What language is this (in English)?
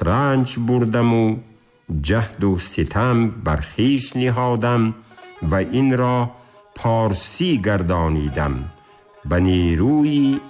Tajik